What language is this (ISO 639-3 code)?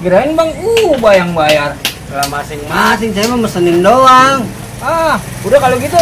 bew